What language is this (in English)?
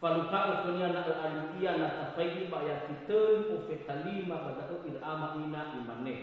Nias